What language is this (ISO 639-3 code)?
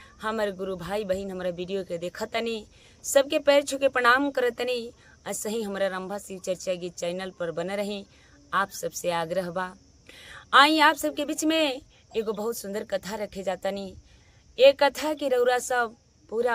bho